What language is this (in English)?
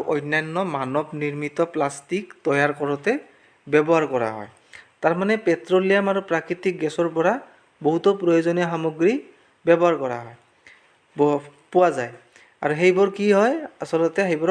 Assamese